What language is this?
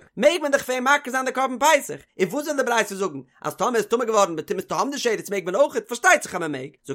Yiddish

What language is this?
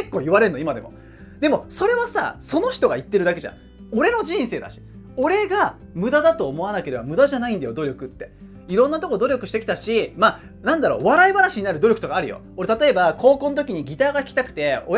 Japanese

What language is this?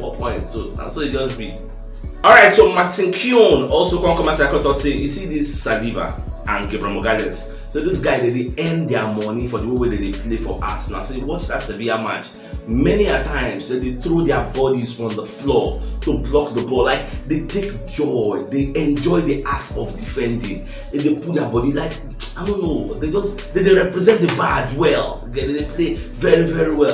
Nigerian Pidgin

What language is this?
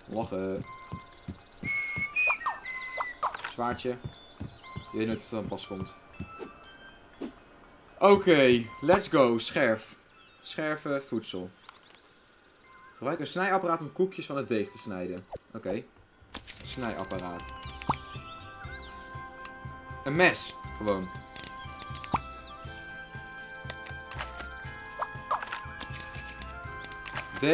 Dutch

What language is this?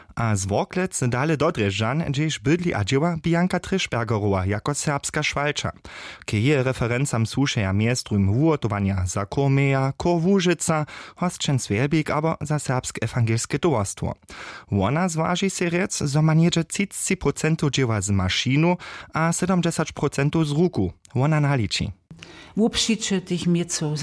Upper Sorbian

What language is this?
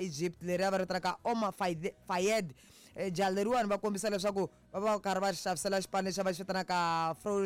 Tsonga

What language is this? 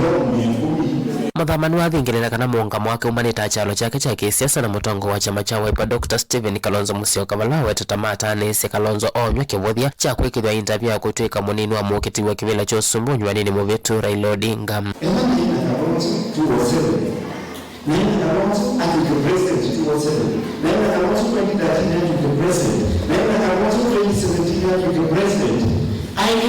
Kamba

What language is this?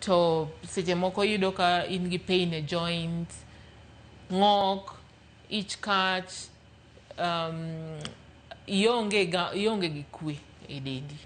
Luo (Kenya and Tanzania)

